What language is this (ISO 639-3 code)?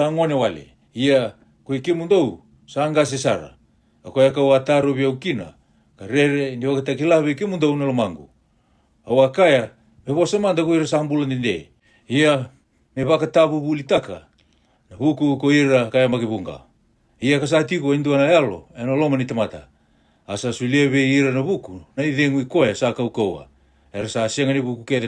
fij